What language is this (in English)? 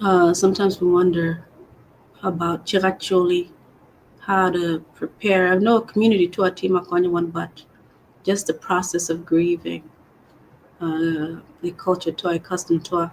Acoli